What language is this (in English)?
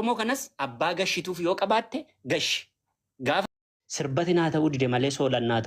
Oromo